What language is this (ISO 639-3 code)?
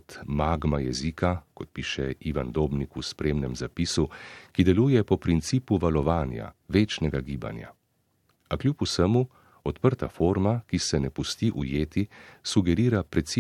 slv